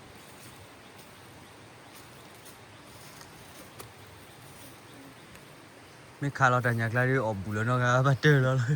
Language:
S'gaw Karen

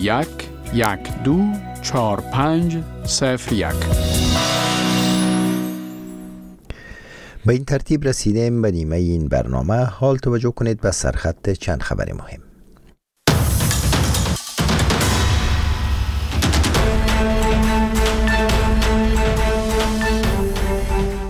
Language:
Persian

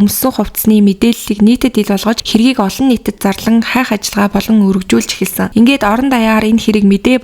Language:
Mongolian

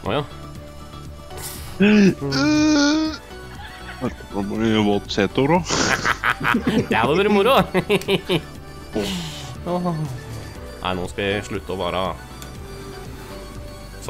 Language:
Norwegian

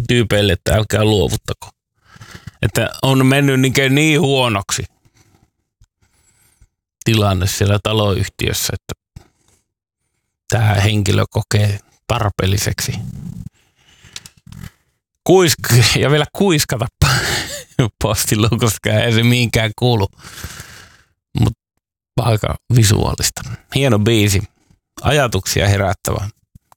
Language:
Finnish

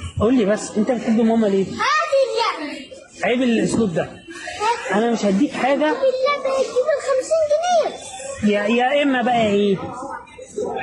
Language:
Egyptian Arabic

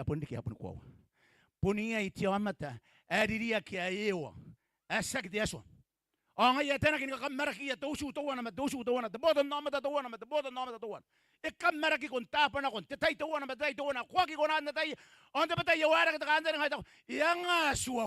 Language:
Gilbertese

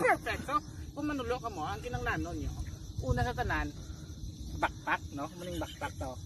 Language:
Hiligaynon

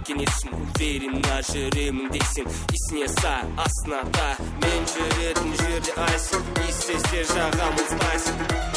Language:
Kara-Kalpak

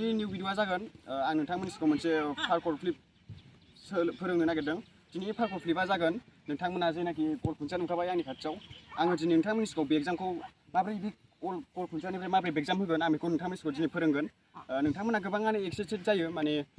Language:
Bodo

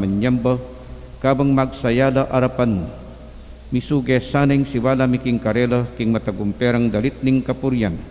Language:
Pampanga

